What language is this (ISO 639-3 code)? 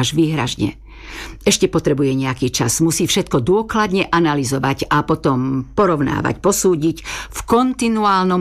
slk